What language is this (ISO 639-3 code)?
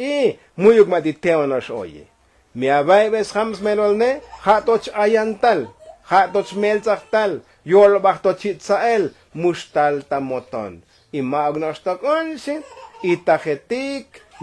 tzo